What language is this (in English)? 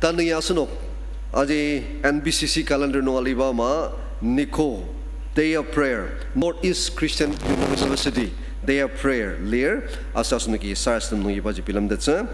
Ao Naga